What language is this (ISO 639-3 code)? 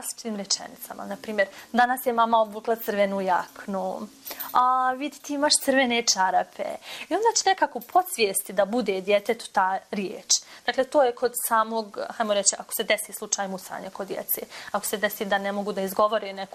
bos